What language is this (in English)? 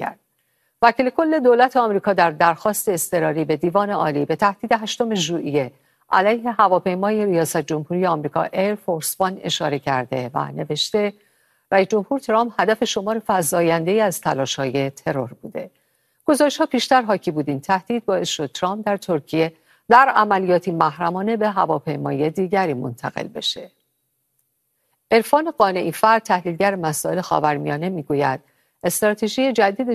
Persian